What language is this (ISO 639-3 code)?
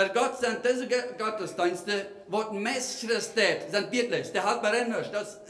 pdt